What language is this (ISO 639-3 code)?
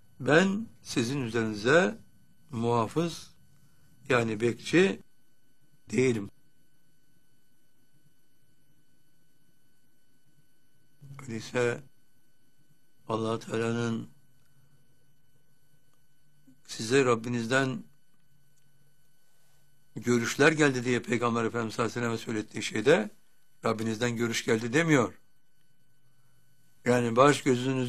tur